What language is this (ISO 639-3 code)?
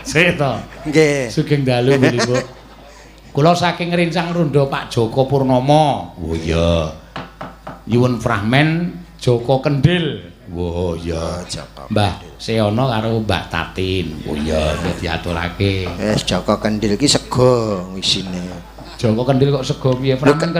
jav